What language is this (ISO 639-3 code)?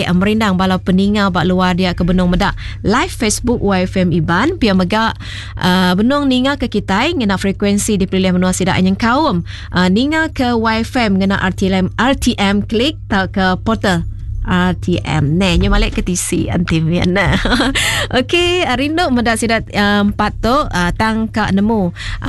iba